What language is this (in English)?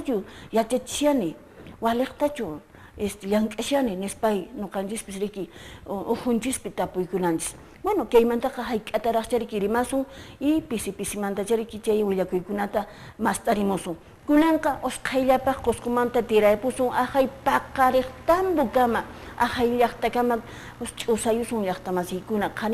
Quechua